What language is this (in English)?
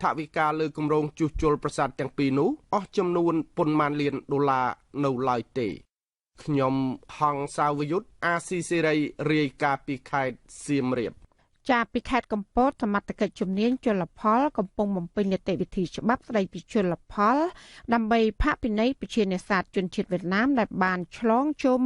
Khmer